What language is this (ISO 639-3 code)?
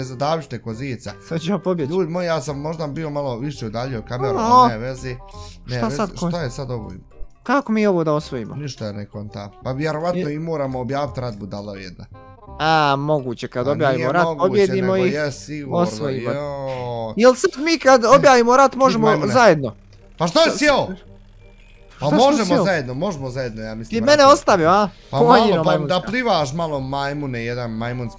bos